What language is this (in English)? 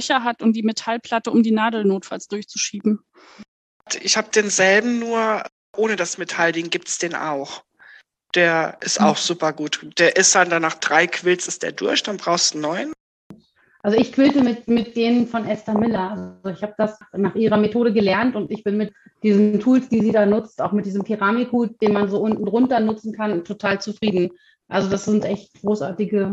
German